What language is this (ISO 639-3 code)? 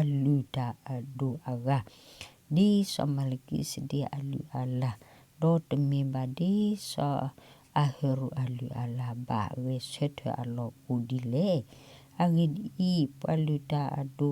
ksw